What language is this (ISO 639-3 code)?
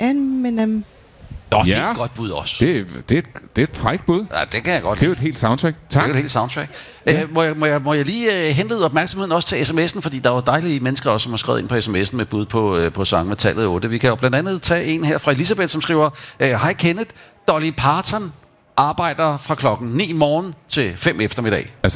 dan